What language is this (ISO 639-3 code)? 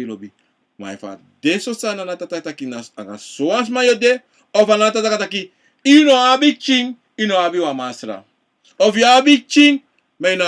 srn